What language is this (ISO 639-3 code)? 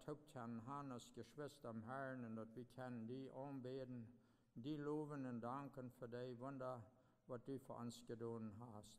pdt